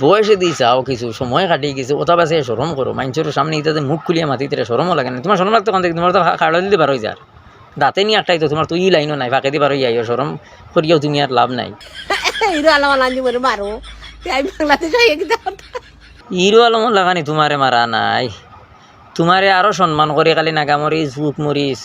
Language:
Sylheti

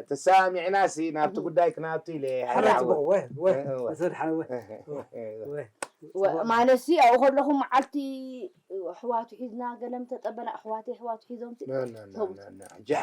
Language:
Tigrinya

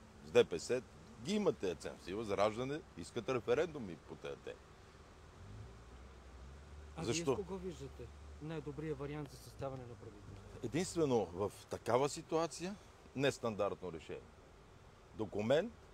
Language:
Bulgarian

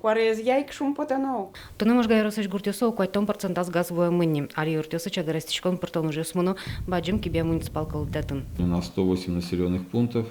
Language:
Udmurt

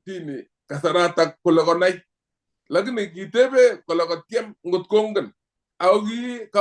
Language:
Kalenjin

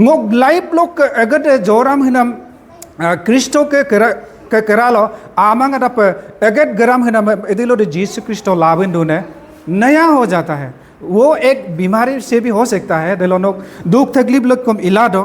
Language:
Adi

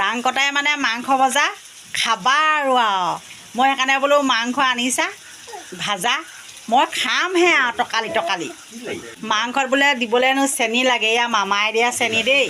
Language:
Assamese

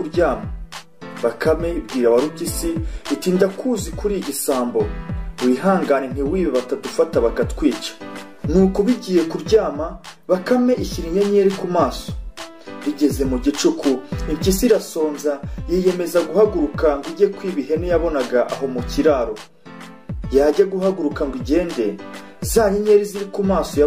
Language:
Kinyarwanda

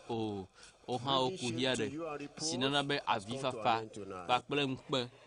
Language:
Ewe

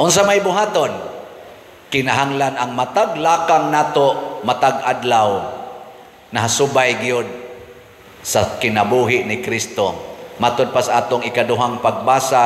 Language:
Cebuano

